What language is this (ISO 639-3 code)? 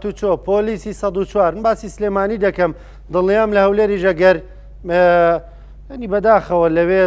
ckb